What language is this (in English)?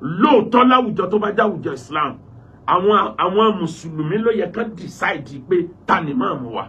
Yoruba